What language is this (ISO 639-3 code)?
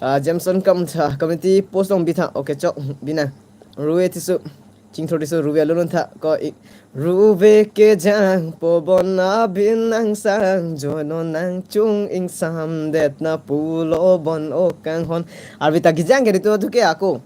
mjw